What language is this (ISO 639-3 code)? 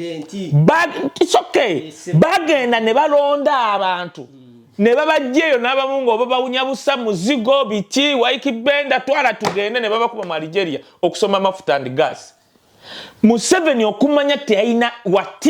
lug